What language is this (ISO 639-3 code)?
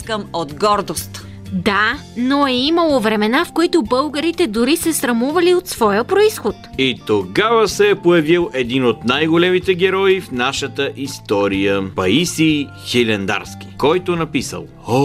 bul